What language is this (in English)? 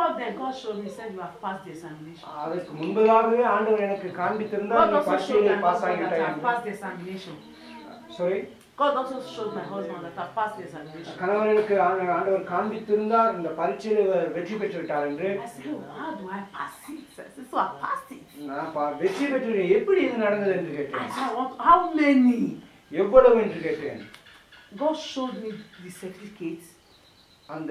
Tamil